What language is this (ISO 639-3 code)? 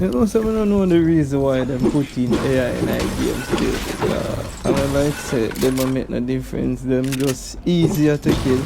jam